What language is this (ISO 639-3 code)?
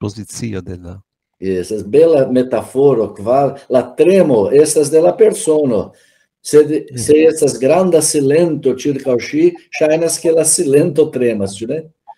epo